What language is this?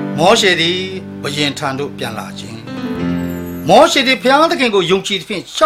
Burmese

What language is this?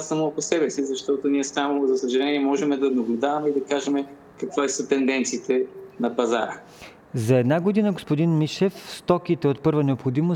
Bulgarian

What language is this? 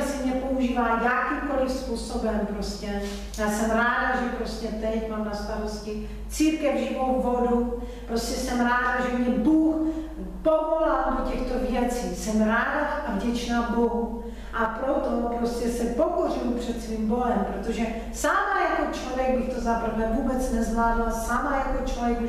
Czech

